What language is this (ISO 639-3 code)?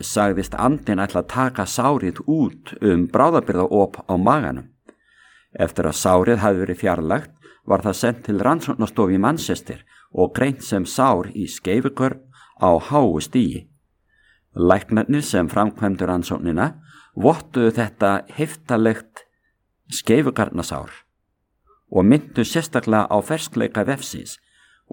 isl